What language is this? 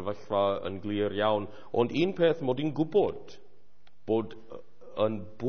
Welsh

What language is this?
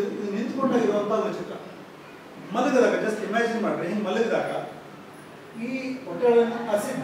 Kannada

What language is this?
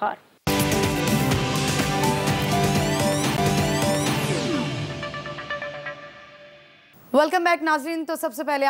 Urdu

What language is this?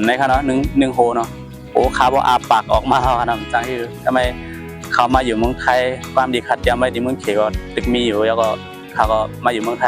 Shan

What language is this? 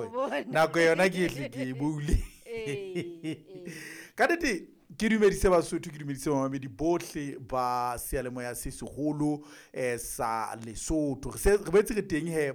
Southern Sotho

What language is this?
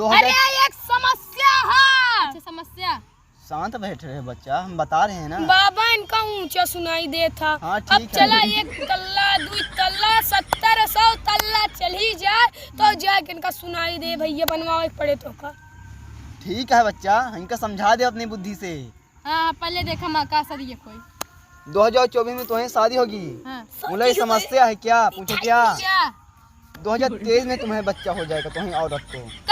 Awadhi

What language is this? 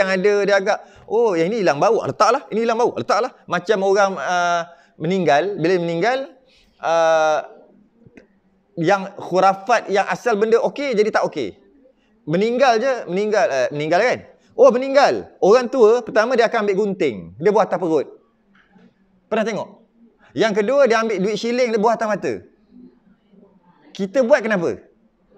Malay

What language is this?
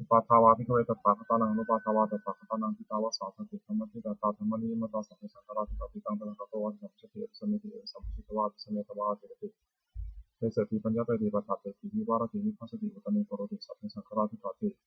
Pali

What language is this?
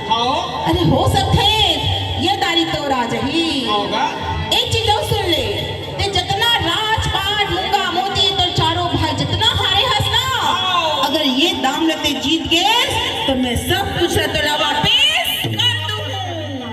Chhattisgarhi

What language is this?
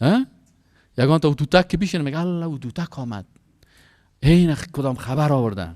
Persian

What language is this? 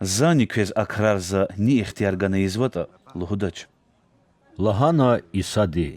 Lezghian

